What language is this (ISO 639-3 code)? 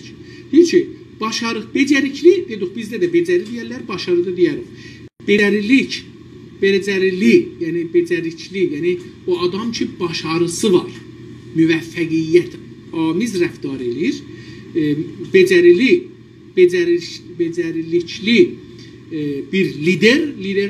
azb